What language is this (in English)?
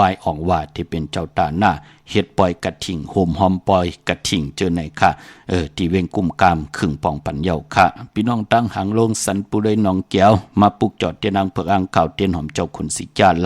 Shan